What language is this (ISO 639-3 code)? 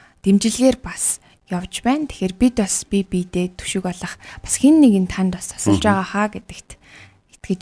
mon